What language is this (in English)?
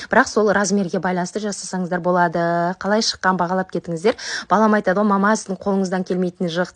Kazakh